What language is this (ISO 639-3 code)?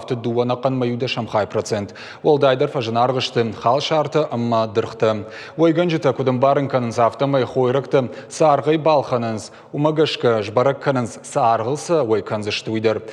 oss